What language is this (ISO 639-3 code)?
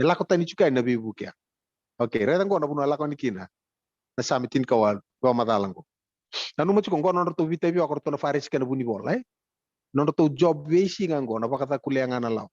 fij